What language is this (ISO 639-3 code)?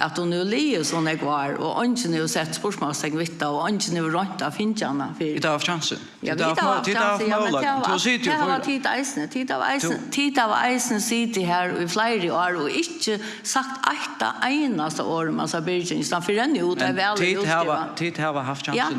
fao